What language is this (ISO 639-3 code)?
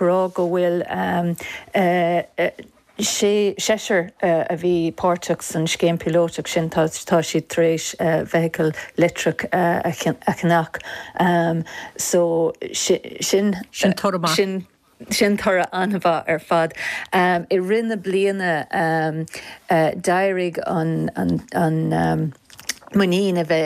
gle